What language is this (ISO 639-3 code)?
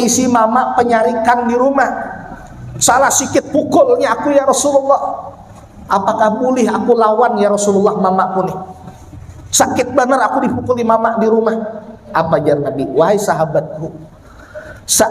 bjn